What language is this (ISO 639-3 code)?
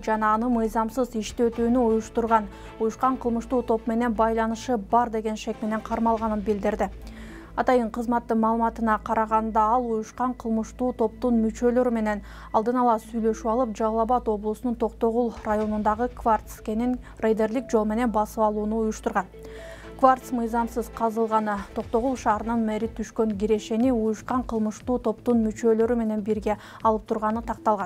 kir